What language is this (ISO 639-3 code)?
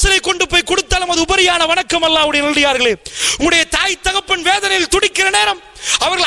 tam